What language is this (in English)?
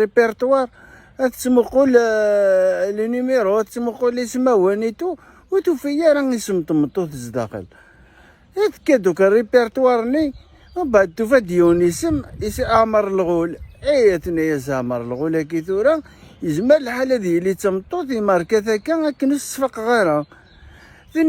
Kabyle